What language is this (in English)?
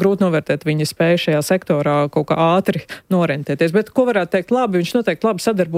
Latvian